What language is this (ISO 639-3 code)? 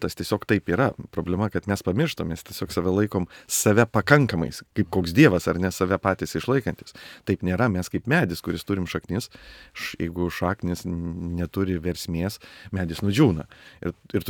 lit